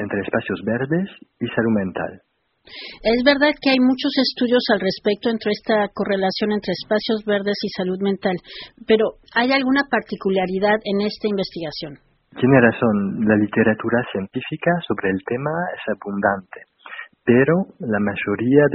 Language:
Spanish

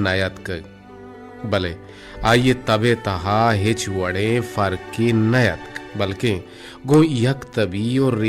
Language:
Baluchi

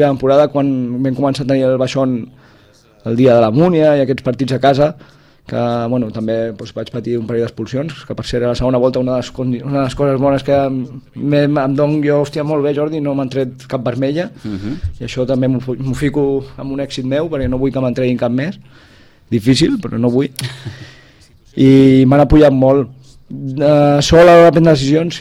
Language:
Catalan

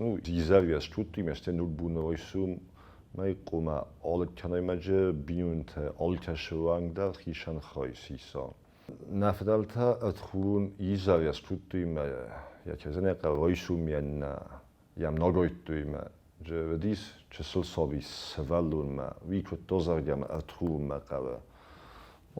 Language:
Ossetic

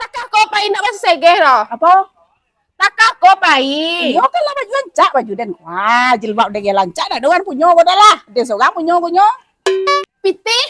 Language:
Minangkabau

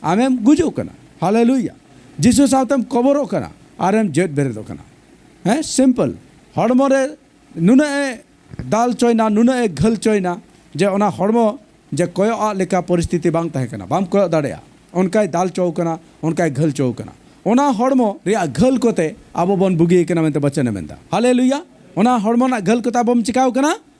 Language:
Santali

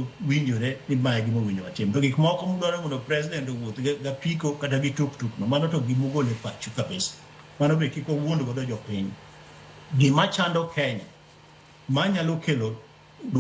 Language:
Luo (Kenya and Tanzania)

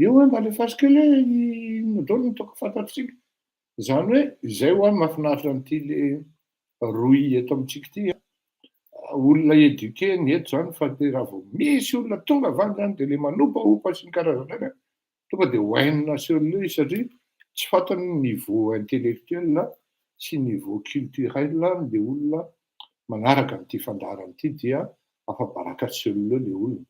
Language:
Malagasy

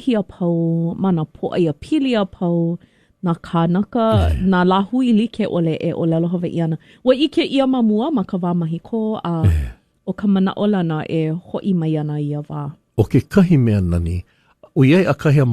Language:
Hawaiian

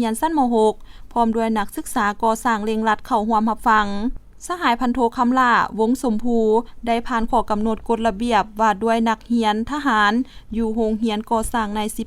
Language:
Lao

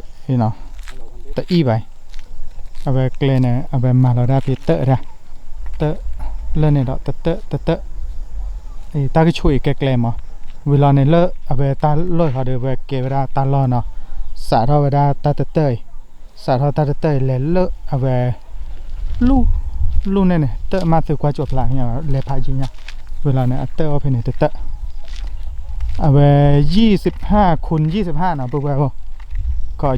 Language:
S'gaw Karen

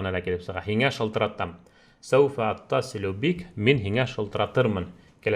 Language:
Bashkir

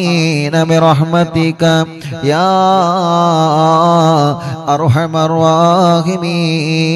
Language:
Malayalam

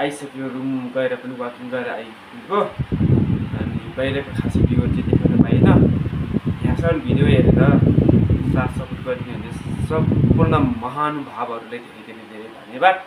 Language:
Nepali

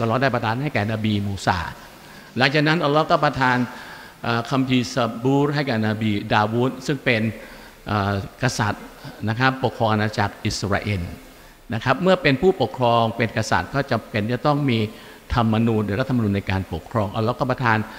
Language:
Thai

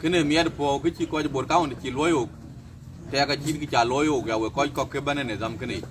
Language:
Dinka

